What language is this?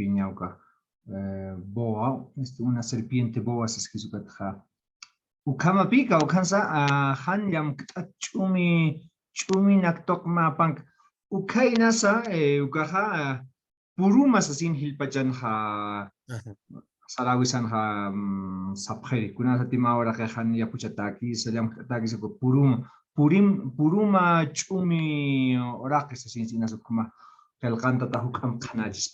Aymara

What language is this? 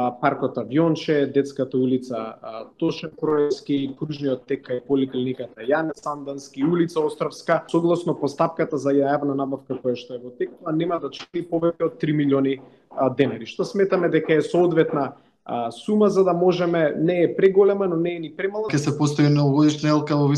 Macedonian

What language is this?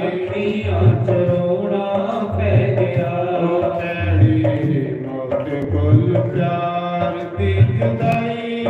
Dogri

